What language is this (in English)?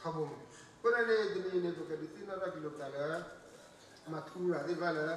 S'gaw Karen